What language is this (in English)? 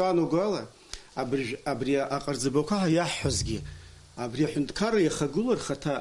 Abkhazian